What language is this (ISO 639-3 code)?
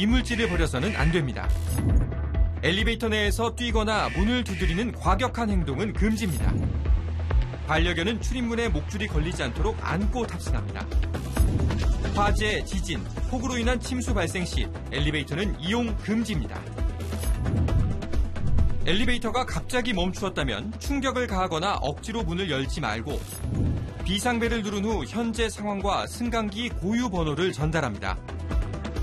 kor